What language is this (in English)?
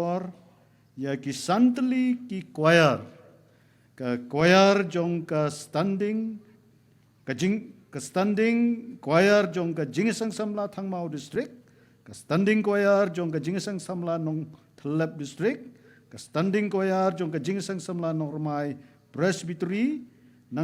Khasi